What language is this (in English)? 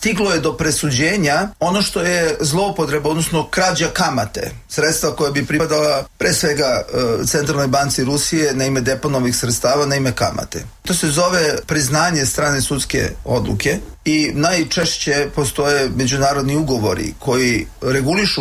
Serbian